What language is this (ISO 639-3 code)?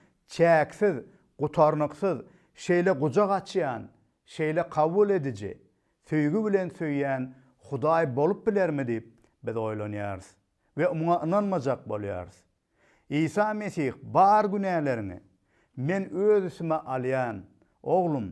tuk